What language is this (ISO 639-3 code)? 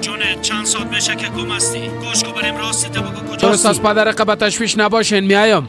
fas